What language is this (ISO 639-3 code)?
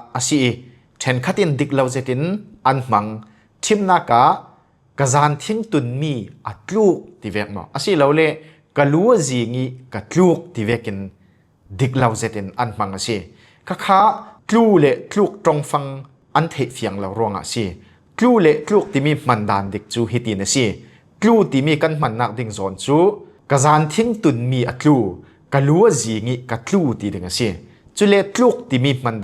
cfm